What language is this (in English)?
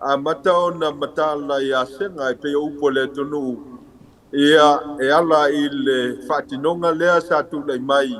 Samoan